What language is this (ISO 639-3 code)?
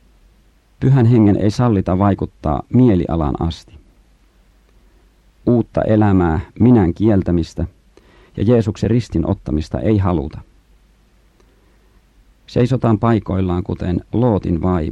fin